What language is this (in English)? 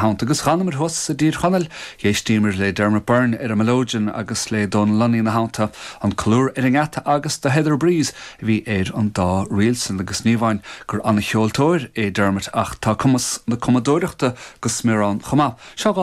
Irish